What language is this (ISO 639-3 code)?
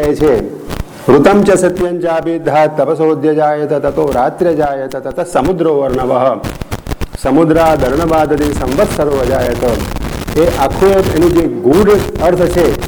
guj